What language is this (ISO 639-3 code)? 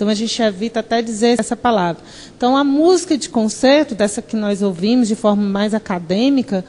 por